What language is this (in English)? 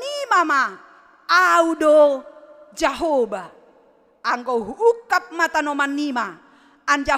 Batak Simalungun